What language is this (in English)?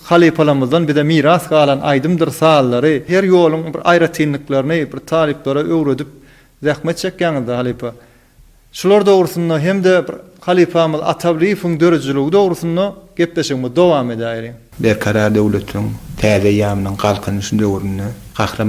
Turkmen